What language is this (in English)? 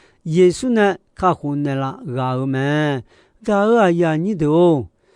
Akha